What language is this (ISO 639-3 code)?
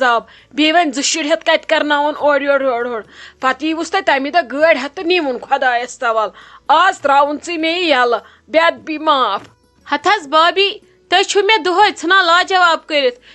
kas